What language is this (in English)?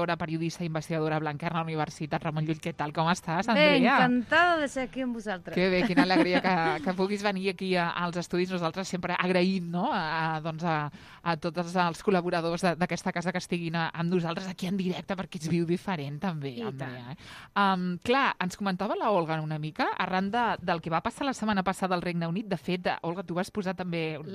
Catalan